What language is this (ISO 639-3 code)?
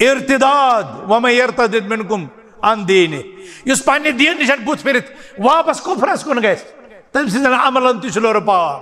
kas